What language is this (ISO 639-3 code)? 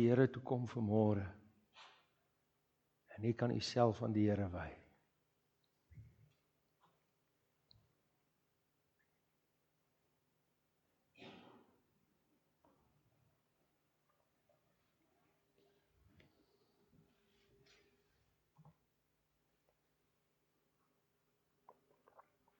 afr